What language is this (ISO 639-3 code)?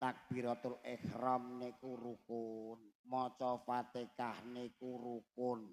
jav